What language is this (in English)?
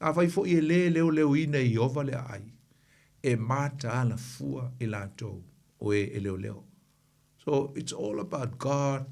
Samoan